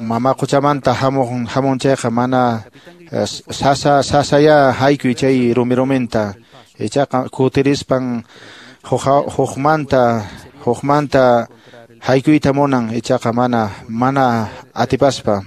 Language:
Quechua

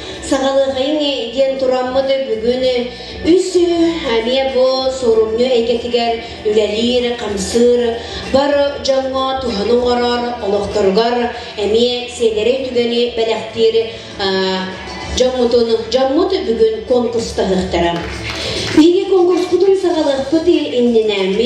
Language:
Yakut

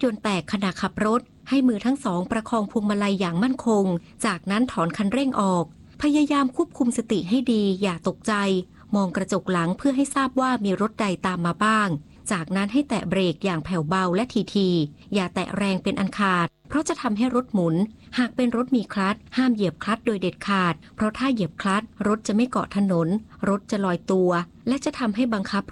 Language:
Thai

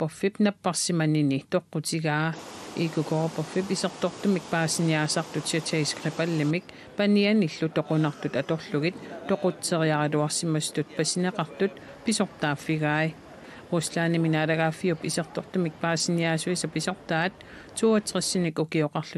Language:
Kalaallisut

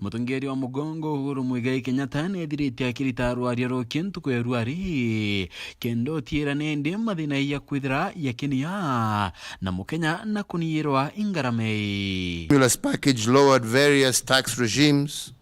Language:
Meru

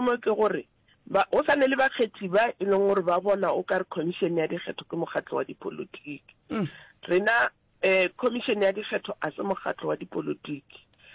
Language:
Northern Sotho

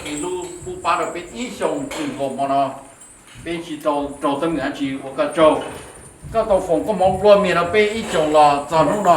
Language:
Hmong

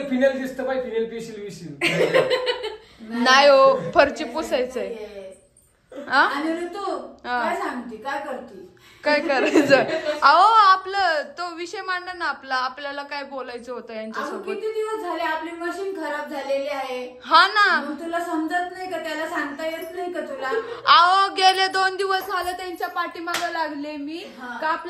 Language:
Marathi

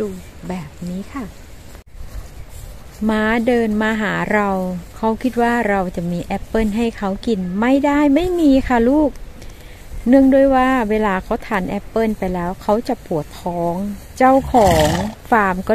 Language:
Thai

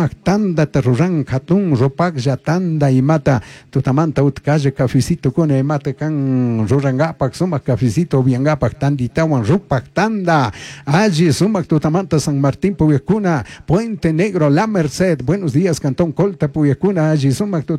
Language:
Chimborazo Highland Quichua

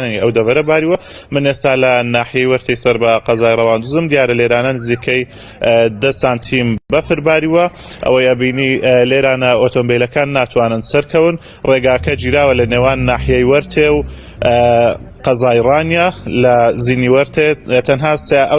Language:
Central Kurdish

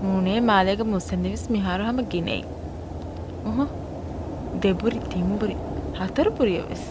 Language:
Divehi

